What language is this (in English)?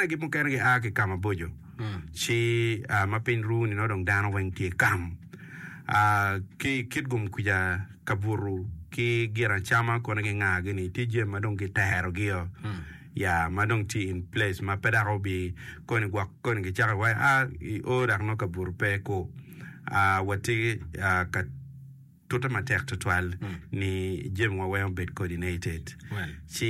Acoli